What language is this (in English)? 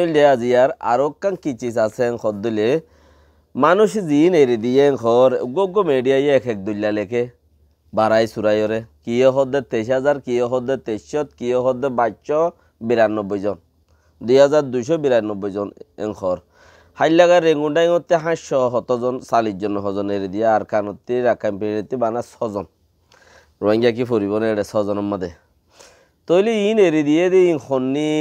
Rohingya